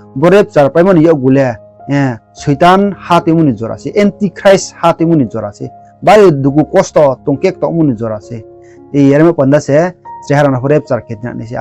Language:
Riang (India)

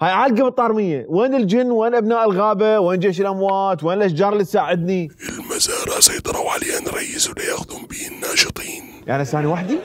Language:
Mesopotamian Arabic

